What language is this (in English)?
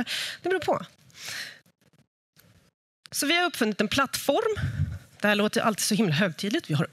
Swedish